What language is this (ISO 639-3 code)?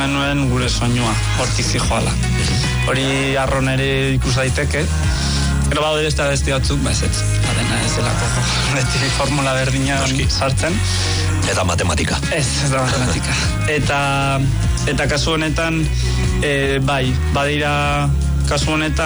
eus